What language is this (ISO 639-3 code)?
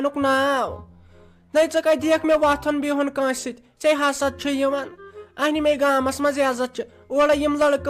kas